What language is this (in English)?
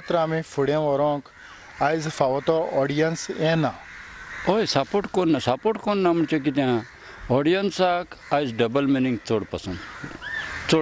Konkani